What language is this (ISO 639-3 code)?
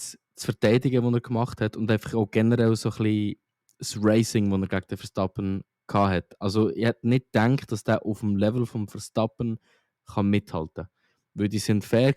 gsw